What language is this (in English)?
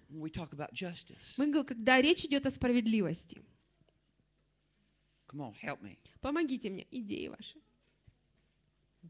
Russian